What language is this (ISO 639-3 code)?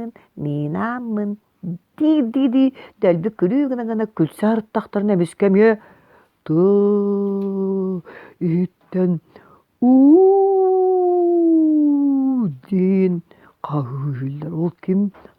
sah